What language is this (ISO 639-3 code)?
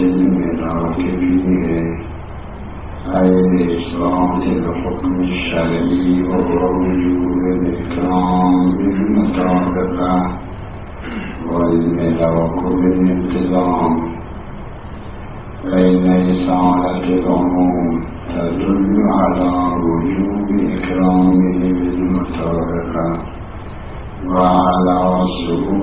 ara